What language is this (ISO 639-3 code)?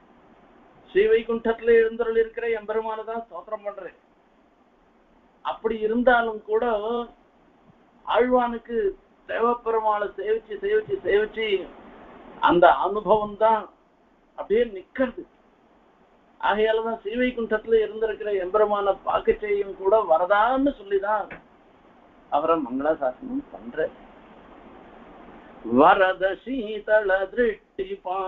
tam